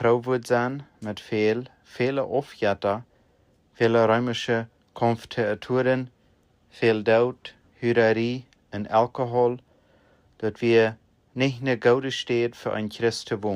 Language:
Plautdietsch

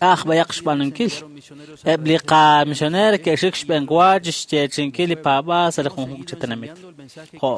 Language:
Kekchí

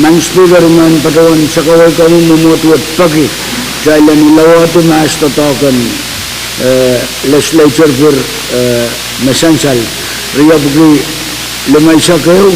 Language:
Pohnpeian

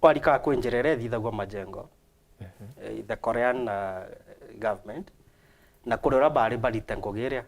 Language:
Meru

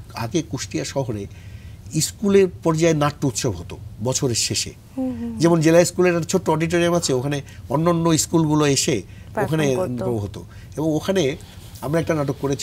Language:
Bangla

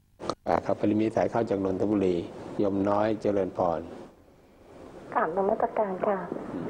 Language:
Thai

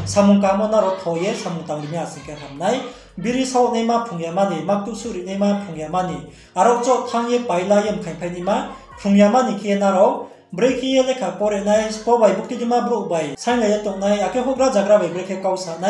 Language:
Riang (India)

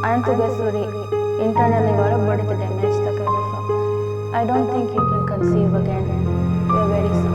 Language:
Divehi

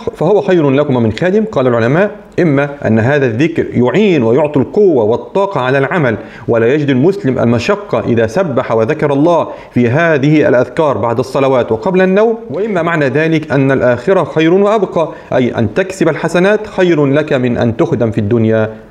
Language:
Arabic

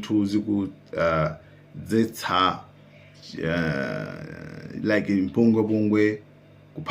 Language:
Nyanja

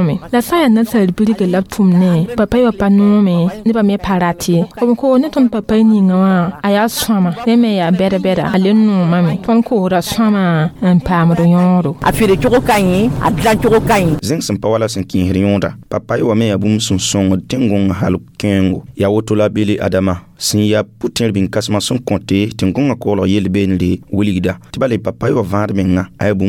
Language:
Mossi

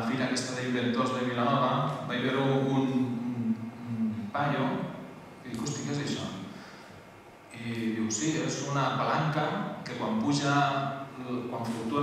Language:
Catalan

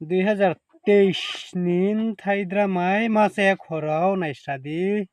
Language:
Riang (India)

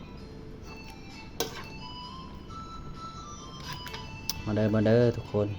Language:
Lao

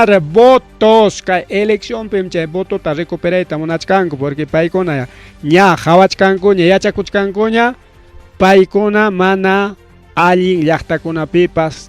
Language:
Ayacucho Quechua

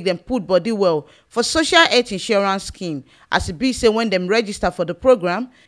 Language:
Nigerian Pidgin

